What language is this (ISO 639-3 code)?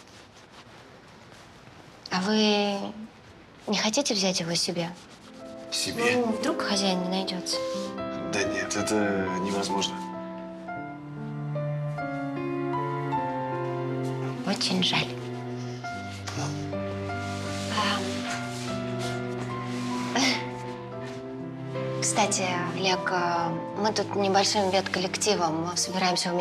rus